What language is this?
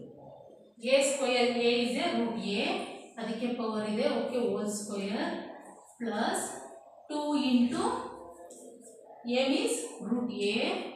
Kannada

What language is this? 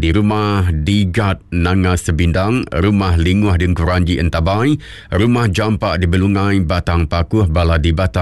Iban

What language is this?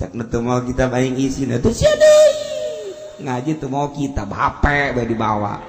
Sundanese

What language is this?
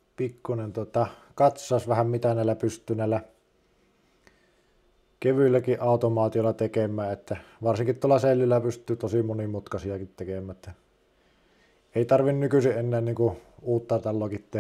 Finnish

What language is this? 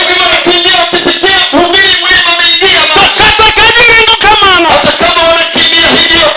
Luo (Kenya and Tanzania)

